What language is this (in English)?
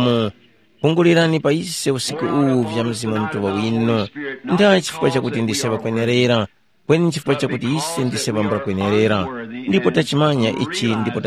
Tumbuka